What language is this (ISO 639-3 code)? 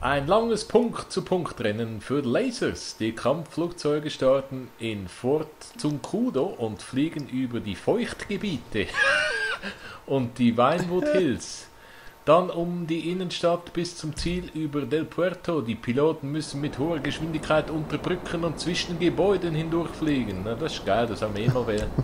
gsw